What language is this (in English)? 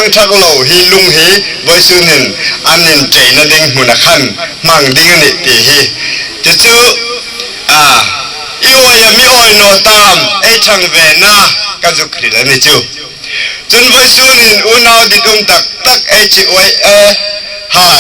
Hmar